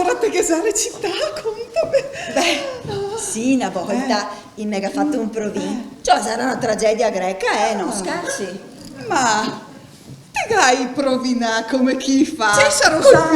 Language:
Venetian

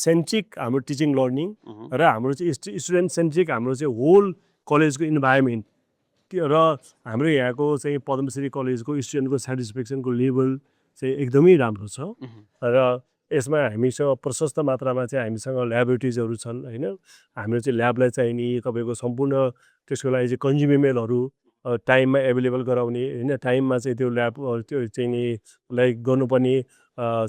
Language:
Nepali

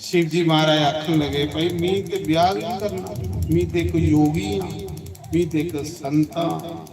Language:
Dogri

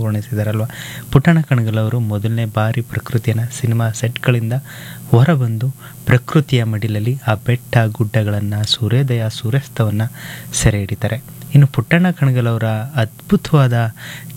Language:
Kannada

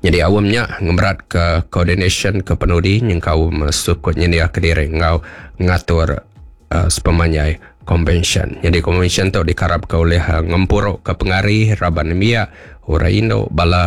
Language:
Iban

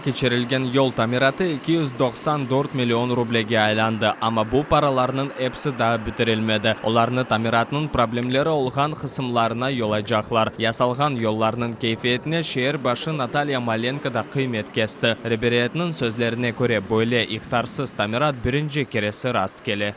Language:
Crimean Tatar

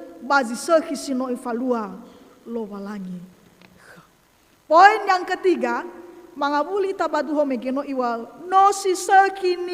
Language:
Nias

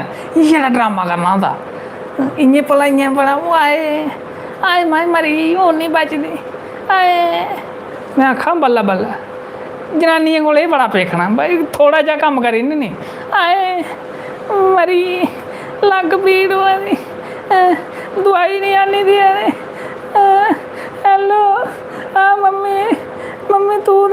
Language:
Dogri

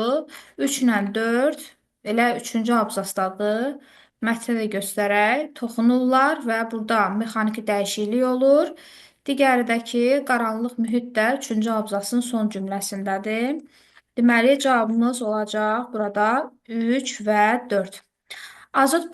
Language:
Azerbaijani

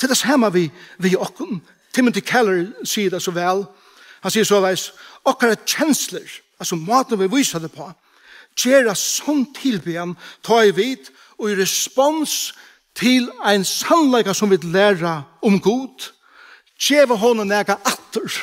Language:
Faroese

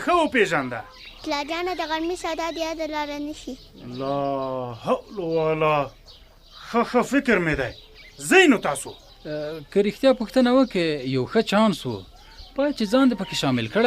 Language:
Pashto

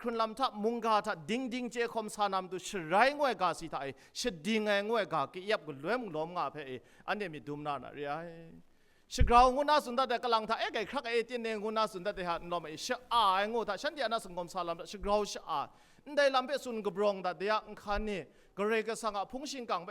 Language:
Kachin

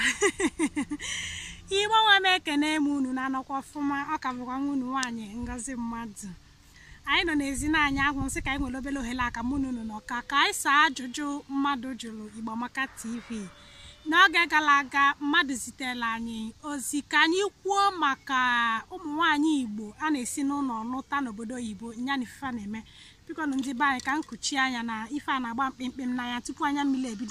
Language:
Igbo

